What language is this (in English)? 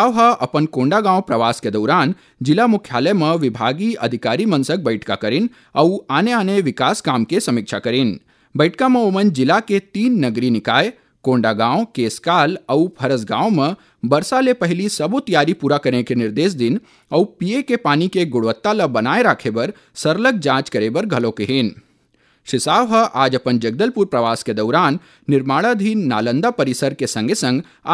Chhattisgarhi